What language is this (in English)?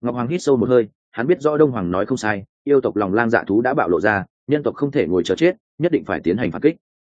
Vietnamese